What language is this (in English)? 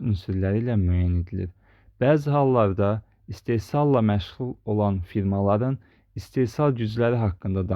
Azerbaijani